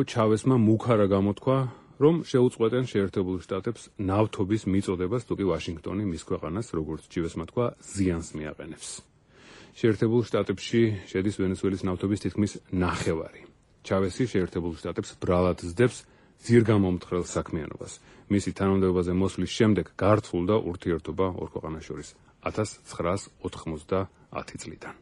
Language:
Georgian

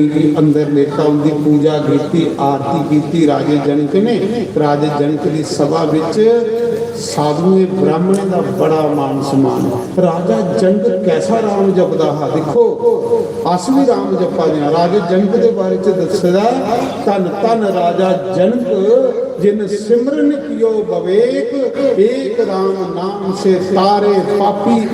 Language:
Dogri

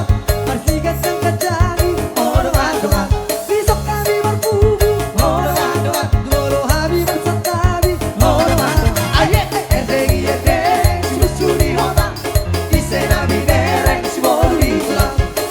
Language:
Batak Toba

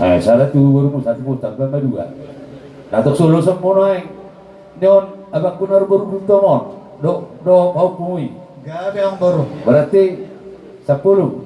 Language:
Batak Toba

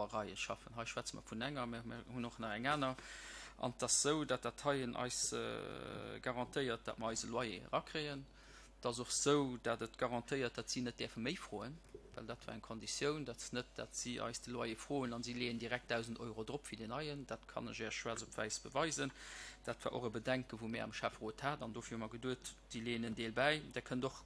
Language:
Luxembourgish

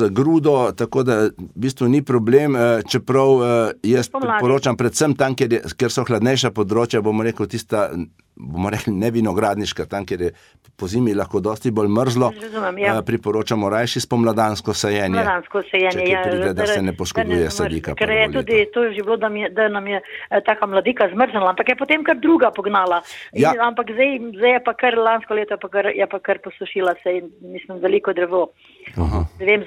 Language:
Slovenian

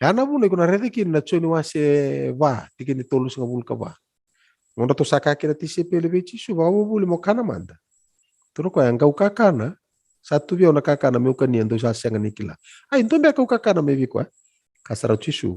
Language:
Fijian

